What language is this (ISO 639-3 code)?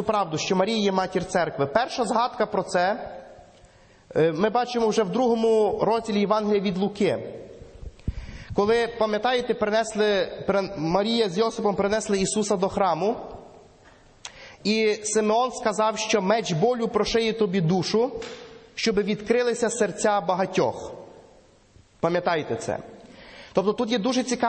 ukr